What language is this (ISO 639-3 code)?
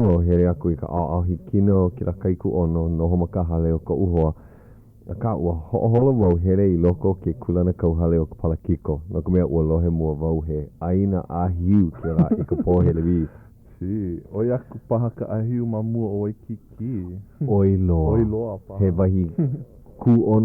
haw